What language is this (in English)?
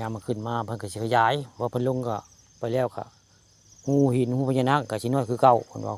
Northeastern Thai